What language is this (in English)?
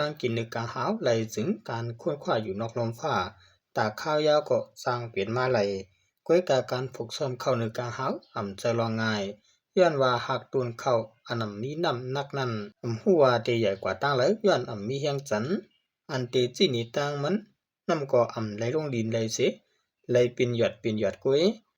Shan